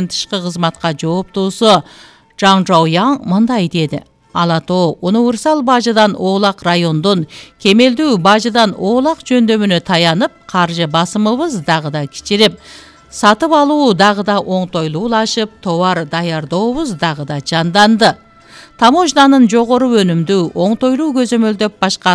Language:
Kyrgyz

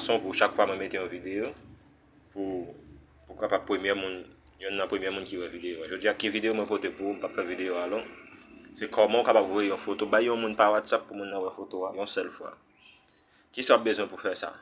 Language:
Haitian Creole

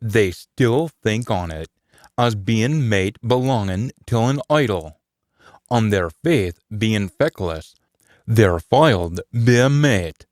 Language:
Scots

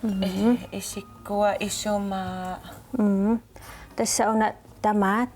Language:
Kalaallisut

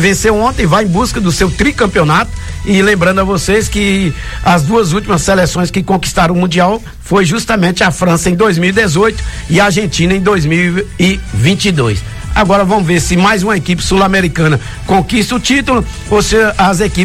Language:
Portuguese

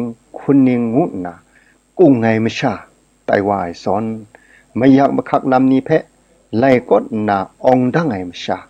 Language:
Kachin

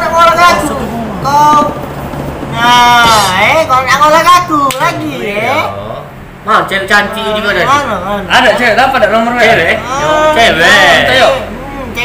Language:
Musi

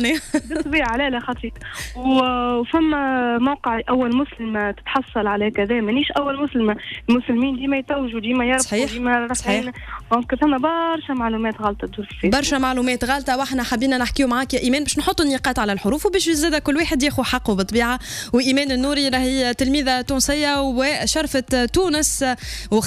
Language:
Tunisian Arabic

